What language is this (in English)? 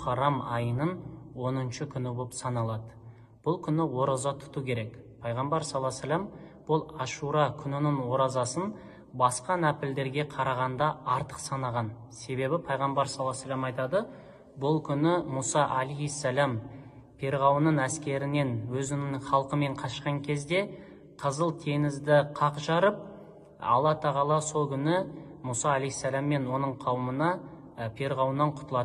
Kazakh